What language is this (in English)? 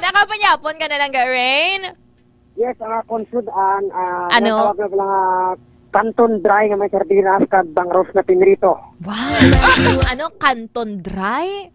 Hiligaynon